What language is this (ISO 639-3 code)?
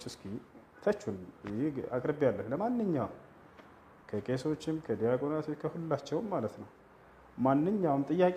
amh